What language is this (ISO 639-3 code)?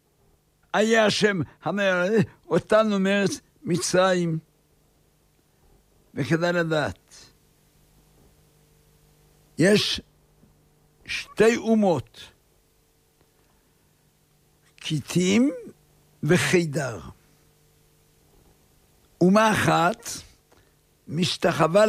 heb